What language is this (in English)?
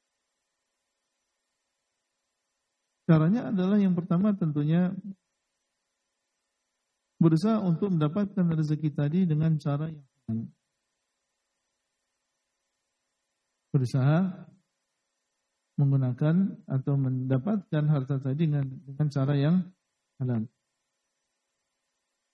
Indonesian